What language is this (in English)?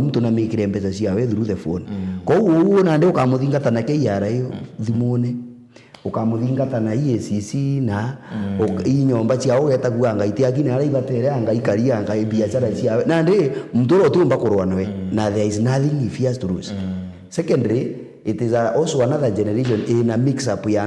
Meru